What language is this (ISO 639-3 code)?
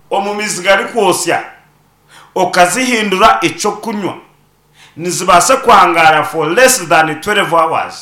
nyn